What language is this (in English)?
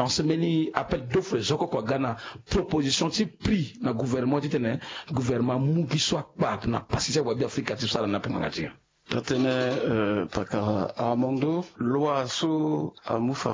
Sango